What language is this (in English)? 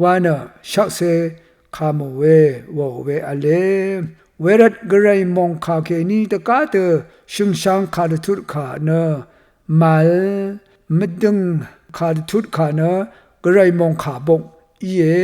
Rawang